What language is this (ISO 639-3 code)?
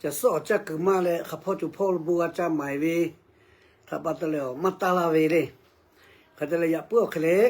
lhu